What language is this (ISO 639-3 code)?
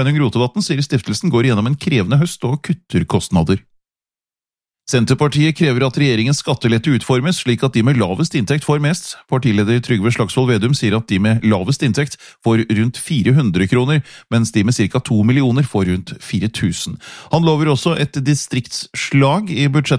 nor